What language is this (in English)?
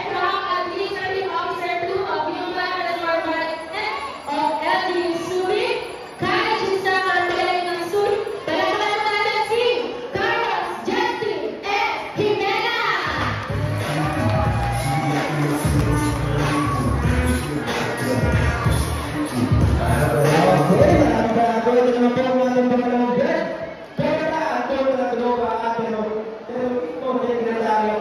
Filipino